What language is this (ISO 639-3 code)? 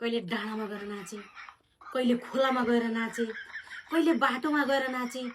nep